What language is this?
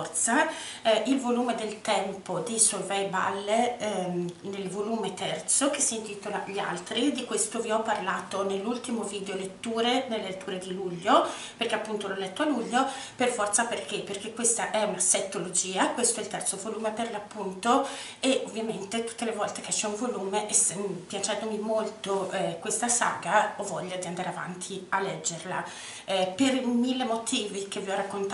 Italian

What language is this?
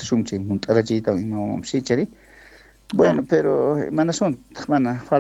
South Bolivian Quechua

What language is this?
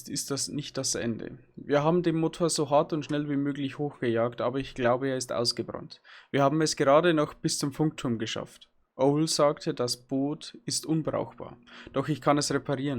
Bavarian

